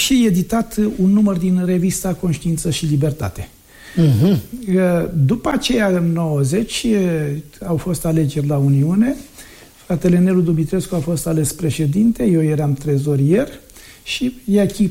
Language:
Romanian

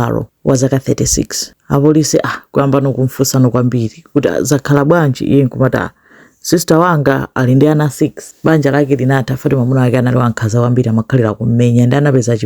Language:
Nyanja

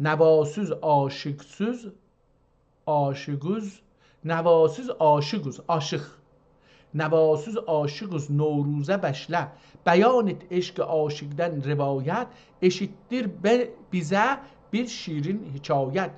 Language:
South Azerbaijani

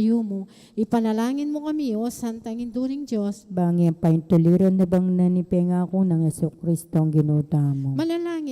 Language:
Pampanga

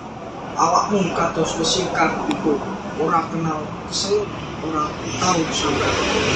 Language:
Javanese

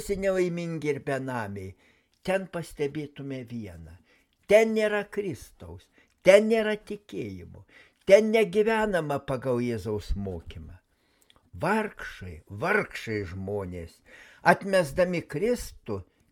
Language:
Lithuanian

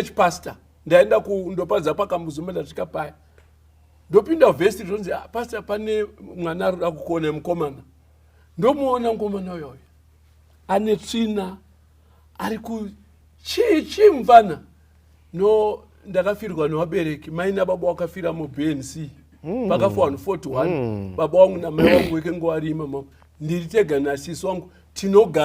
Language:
Shona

